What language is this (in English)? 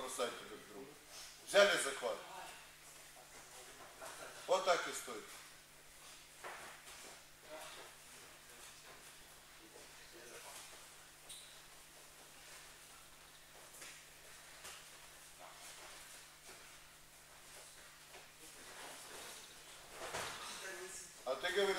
Russian